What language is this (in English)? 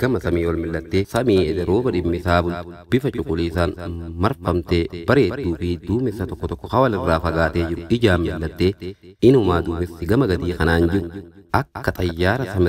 Oromo